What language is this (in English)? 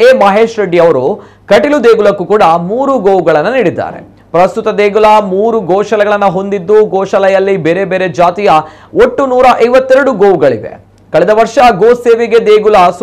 Kannada